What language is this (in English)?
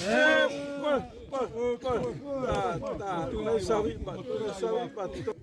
Xavánte